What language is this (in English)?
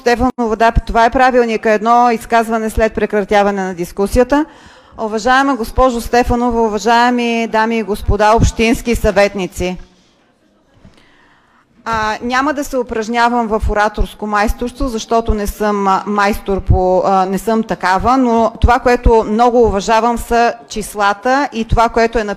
Bulgarian